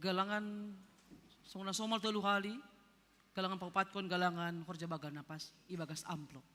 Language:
Batak Simalungun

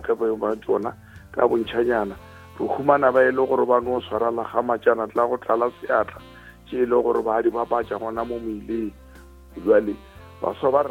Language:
Northern Sotho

